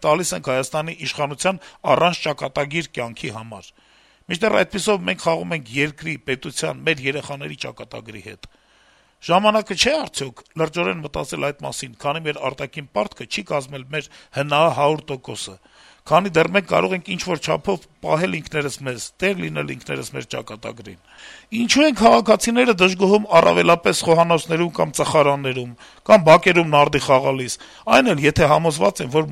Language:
Armenian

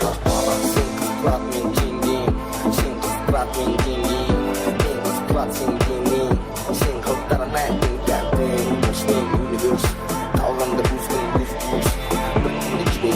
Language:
Kara-Kalpak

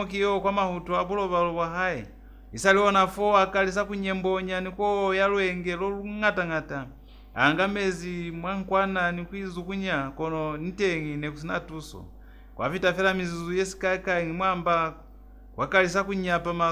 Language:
Lozi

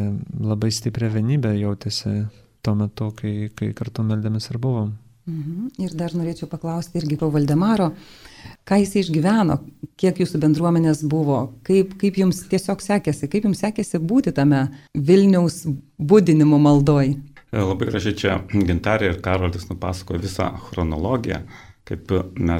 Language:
Lithuanian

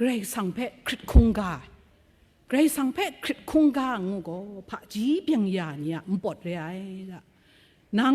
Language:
Kachin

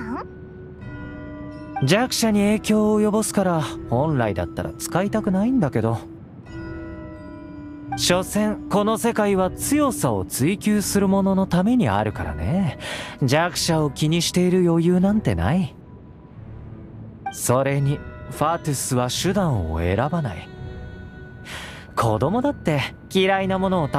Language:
Japanese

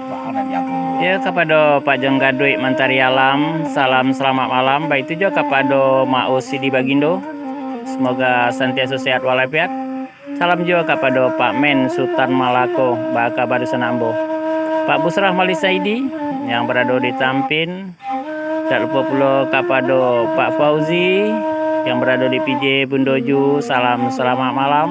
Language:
Minangkabau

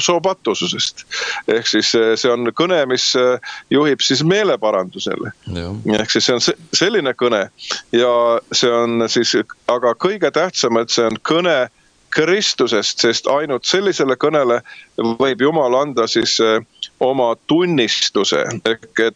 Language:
Estonian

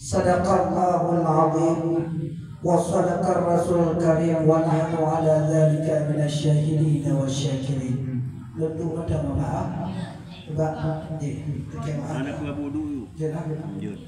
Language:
Achinese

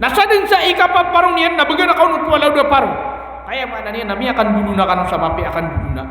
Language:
Maranao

